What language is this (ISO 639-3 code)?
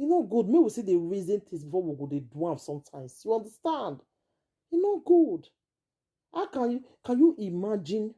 pcm